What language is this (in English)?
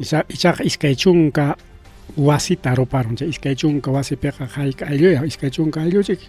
Ayacucho Quechua